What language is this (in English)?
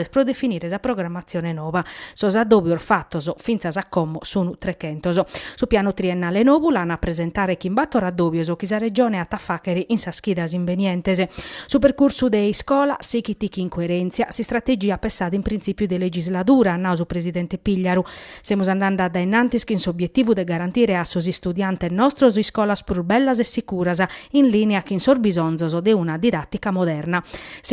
Sardinian